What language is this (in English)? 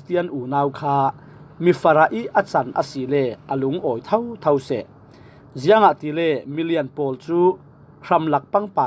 Falam Chin